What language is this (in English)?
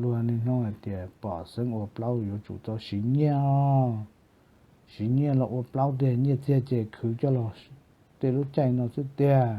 Hmong